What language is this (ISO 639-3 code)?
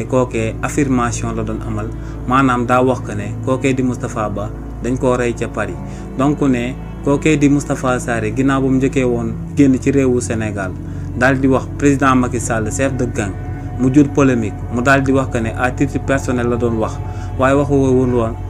wol